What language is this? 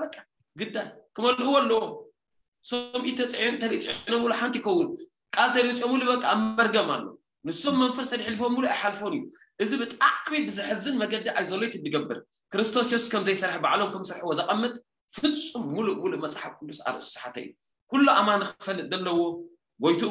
Tigrinya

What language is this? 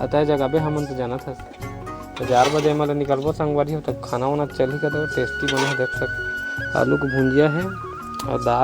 Chhattisgarhi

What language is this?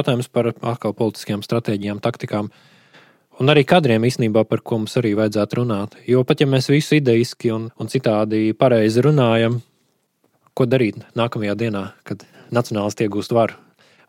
Latvian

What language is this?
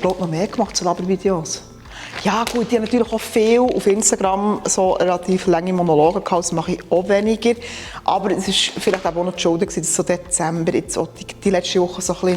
Swiss German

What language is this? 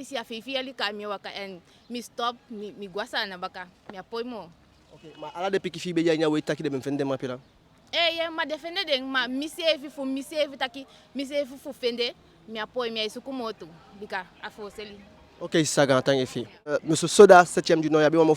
Eastern Maroon Creole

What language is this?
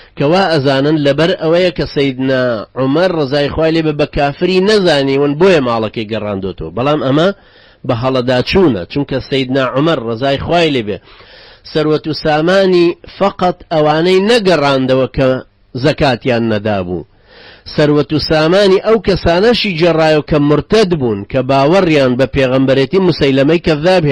Central Kurdish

